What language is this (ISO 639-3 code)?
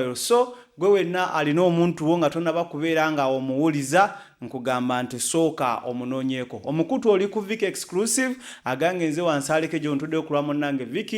lug